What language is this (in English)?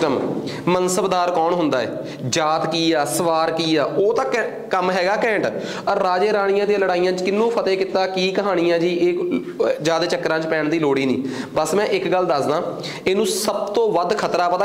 Punjabi